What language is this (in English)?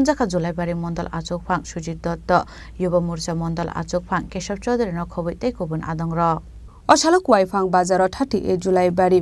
Kok Borok